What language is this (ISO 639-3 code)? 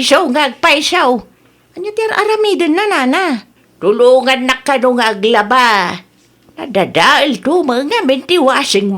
ilo